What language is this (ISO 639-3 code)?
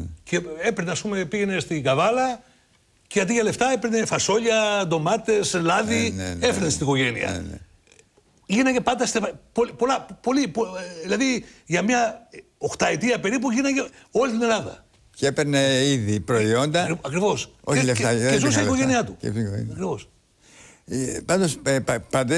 ell